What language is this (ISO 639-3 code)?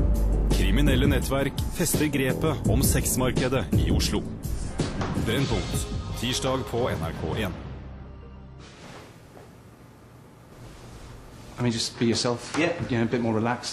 nor